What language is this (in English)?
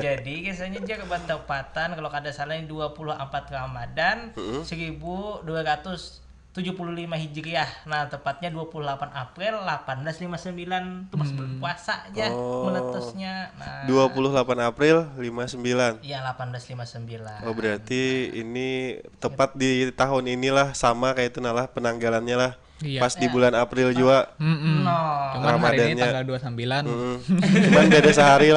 Banjar